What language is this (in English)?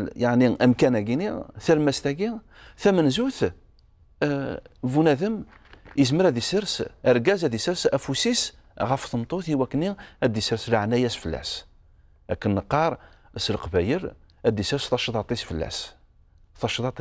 Kabyle